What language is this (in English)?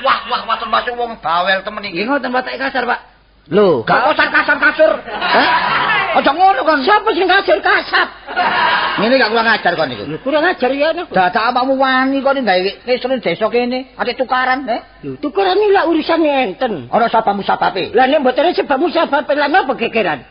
Javanese